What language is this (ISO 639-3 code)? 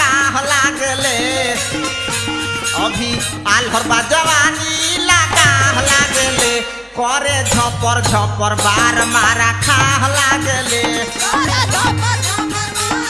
bho